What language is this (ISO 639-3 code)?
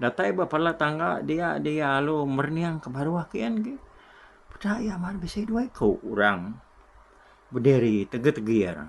iba